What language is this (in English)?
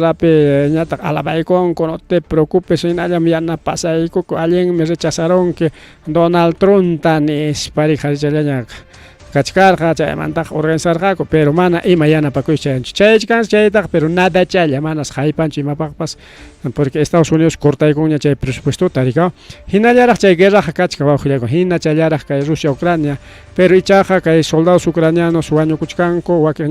Ayacucho Quechua